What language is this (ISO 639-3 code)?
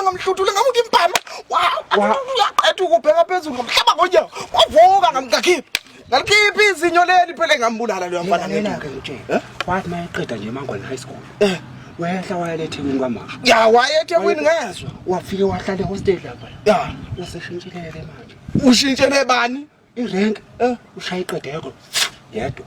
zul